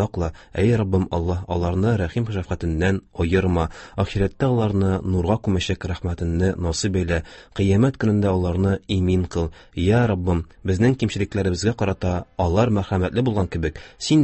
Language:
Tatar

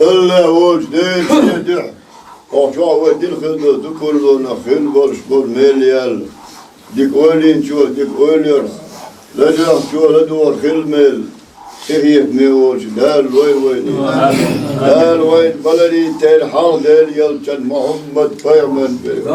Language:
Chechen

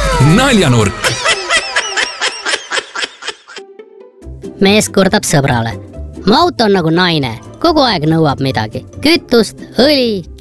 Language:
Estonian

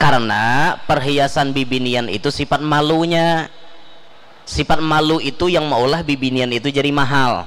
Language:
Banjar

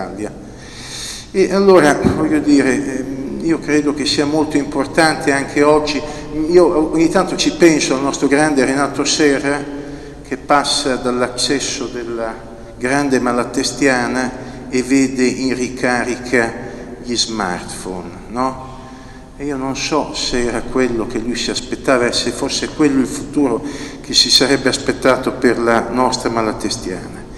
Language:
Italian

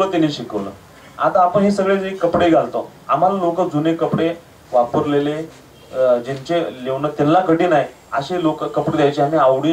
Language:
Marathi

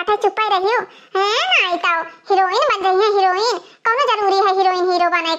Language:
Awadhi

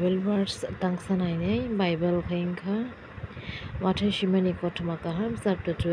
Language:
Kok Borok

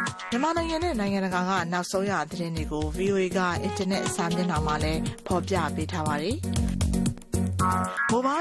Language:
Burmese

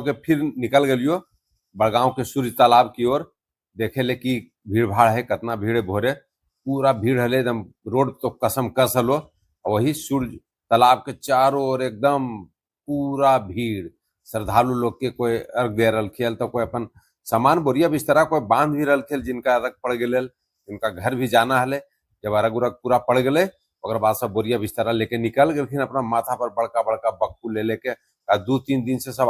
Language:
Magahi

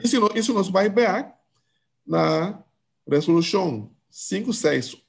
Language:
Papiamento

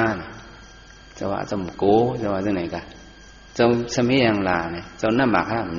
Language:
Shan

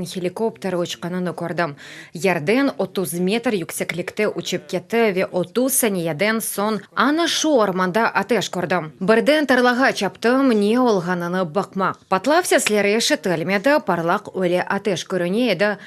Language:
Crimean Tatar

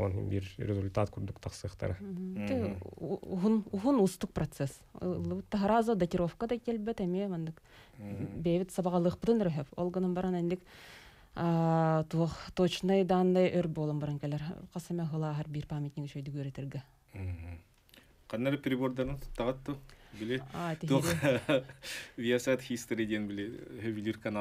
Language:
Yakut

